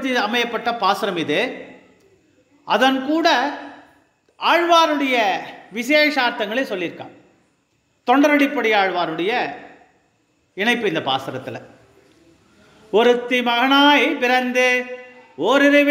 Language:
Tamil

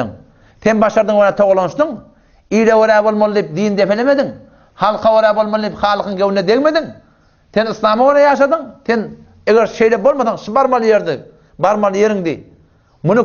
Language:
Turkmen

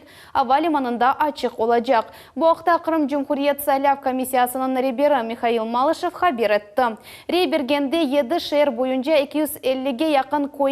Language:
Crimean Tatar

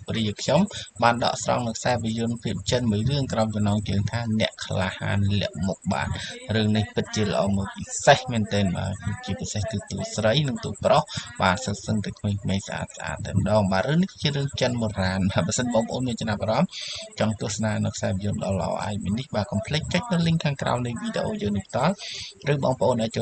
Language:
Khmer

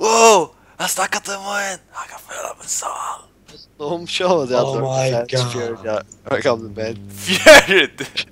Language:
Faroese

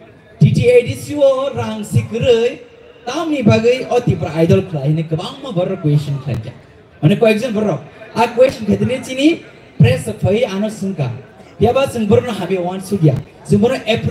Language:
Kok Borok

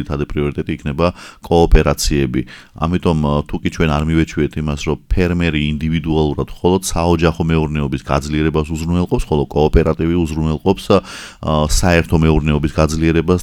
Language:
Georgian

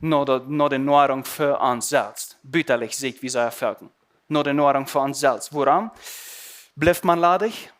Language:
Plautdietsch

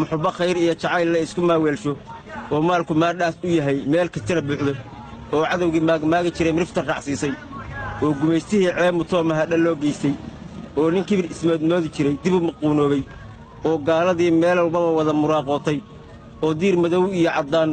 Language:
Somali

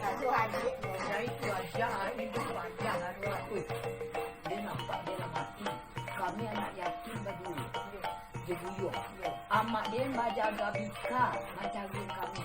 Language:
Minangkabau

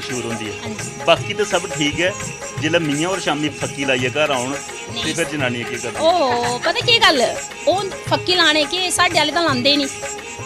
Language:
Dogri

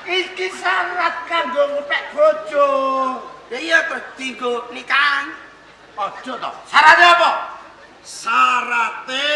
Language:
Javanese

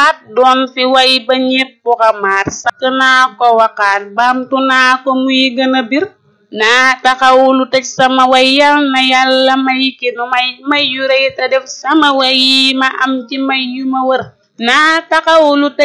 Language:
Wolof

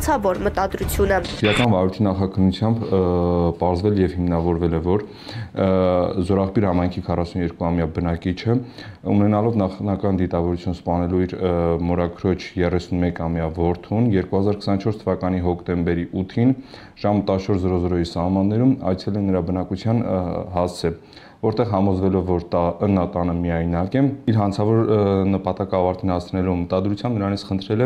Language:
Armenian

